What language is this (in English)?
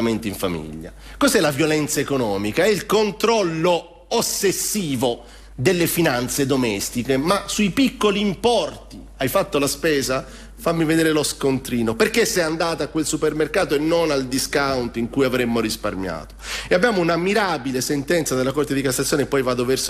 Italian